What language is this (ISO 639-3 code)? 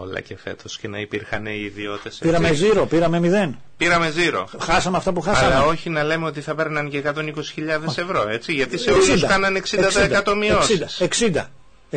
ell